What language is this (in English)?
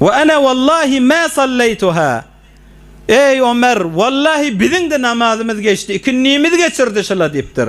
Turkmen